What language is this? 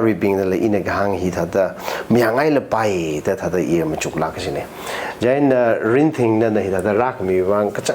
Tangkhul Naga (India)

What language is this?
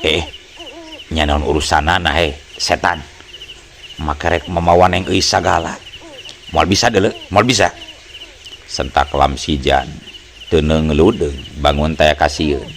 Sundanese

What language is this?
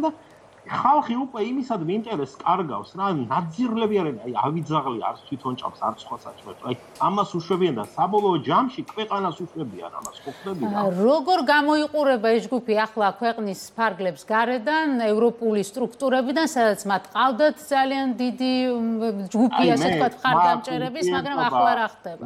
Georgian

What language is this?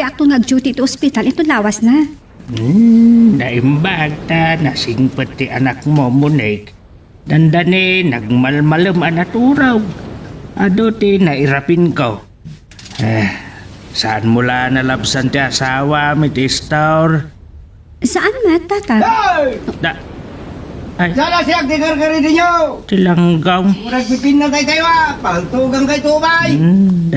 Iloko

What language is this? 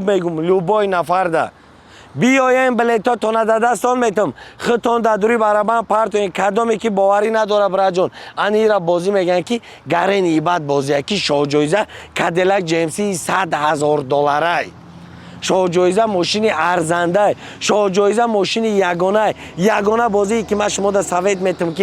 Tajik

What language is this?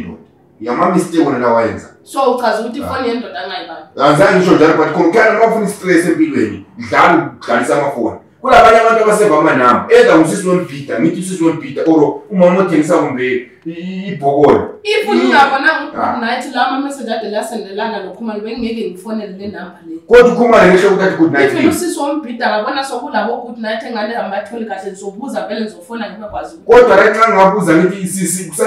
Zulu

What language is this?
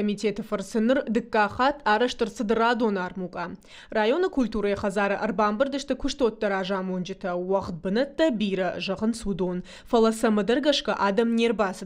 Ossetic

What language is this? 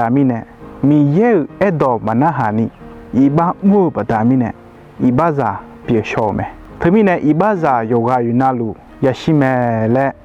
Akha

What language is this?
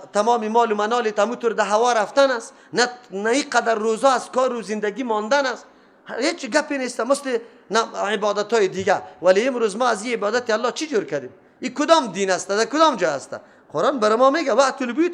Persian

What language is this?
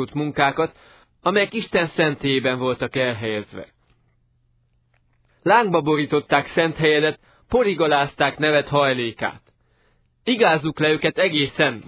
Hungarian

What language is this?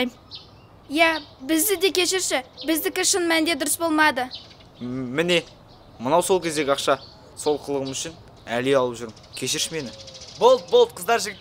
Kazakh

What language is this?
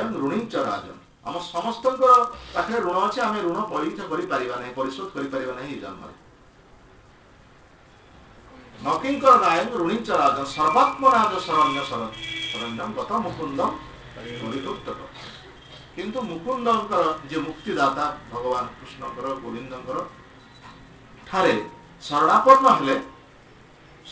Odia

